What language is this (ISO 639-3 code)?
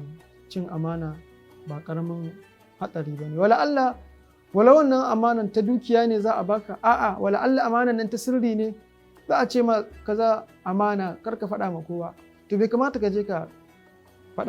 hau